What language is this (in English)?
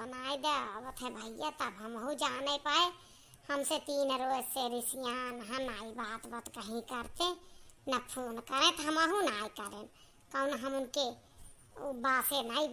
Awadhi